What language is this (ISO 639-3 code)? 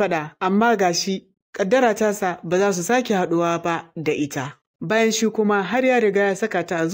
hau